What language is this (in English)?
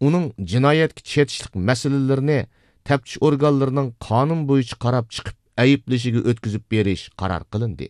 Uyghur